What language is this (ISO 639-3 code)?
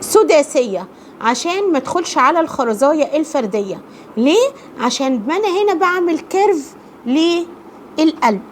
arz